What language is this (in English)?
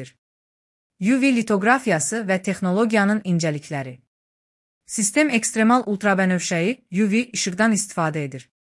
Azerbaijani